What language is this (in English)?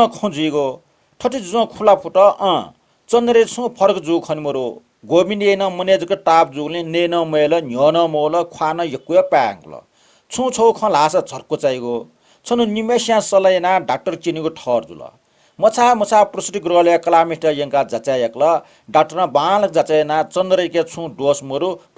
Newari